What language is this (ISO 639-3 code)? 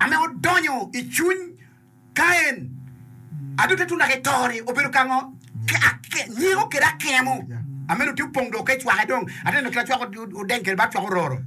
ach